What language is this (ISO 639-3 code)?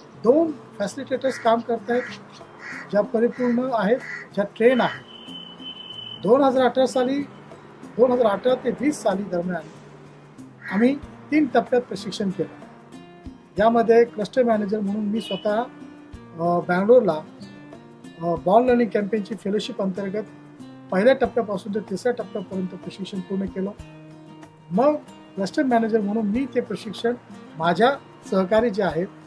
mar